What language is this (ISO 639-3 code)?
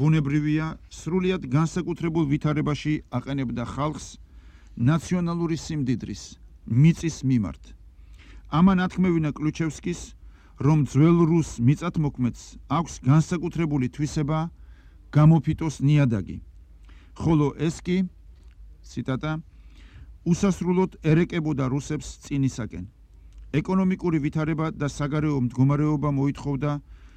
kat